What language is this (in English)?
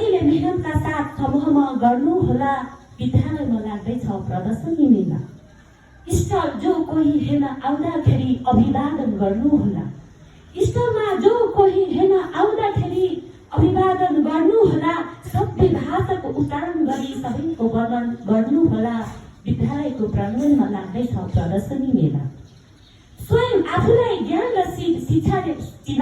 Nepali